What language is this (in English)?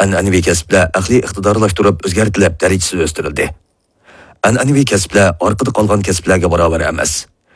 Uyghur